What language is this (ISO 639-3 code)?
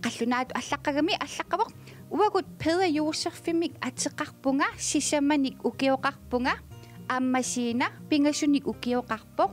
kal